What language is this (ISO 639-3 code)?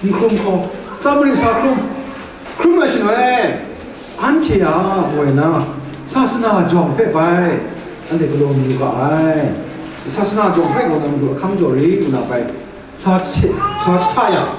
kac